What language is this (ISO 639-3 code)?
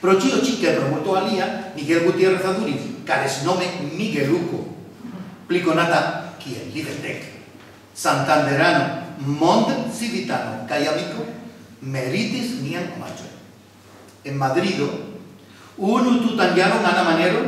epo